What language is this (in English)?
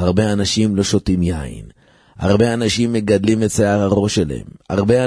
Hebrew